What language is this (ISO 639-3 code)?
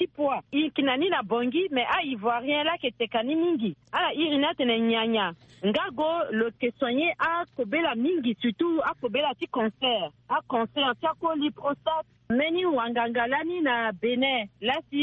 sag